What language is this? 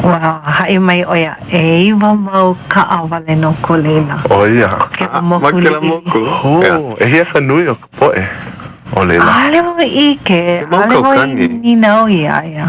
Hawaiian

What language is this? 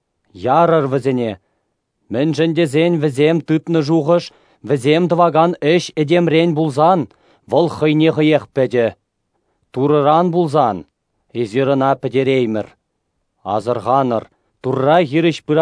Chuvash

